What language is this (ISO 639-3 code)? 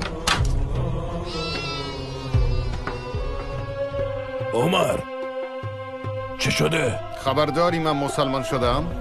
fas